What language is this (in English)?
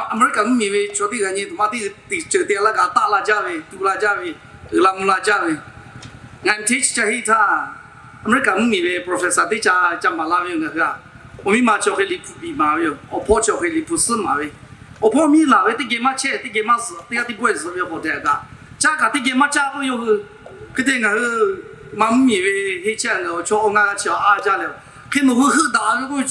Lahu